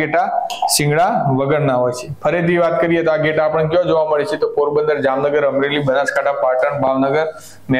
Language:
Gujarati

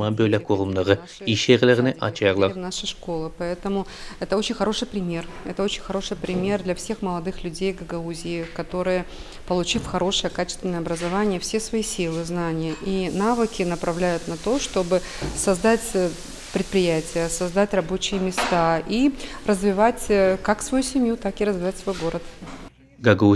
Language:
Gagauz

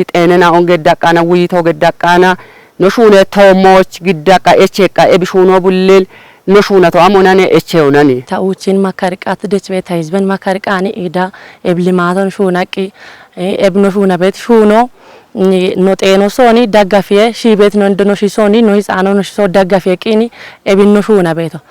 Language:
Kafa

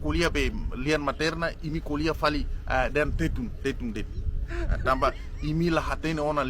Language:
Tetum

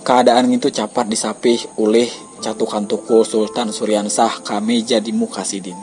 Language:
Banjar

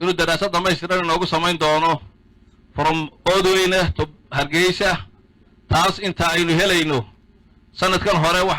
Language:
Somali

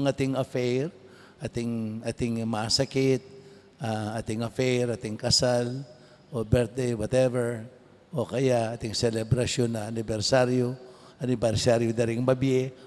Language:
Pampanga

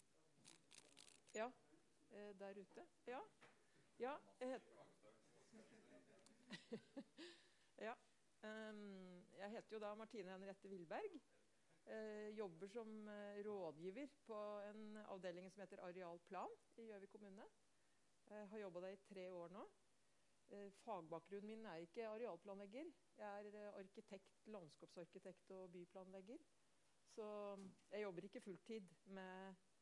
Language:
Norwegian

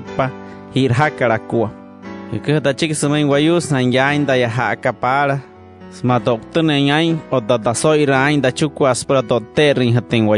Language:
Wayuu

